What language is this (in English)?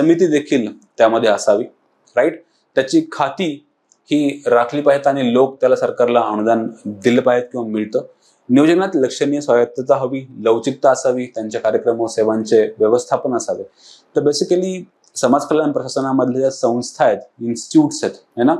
Marathi